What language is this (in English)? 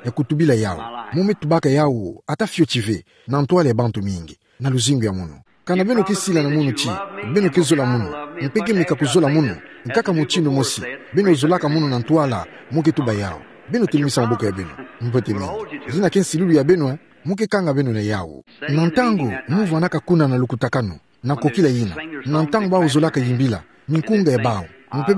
Kituba (Democratic Republic of Congo)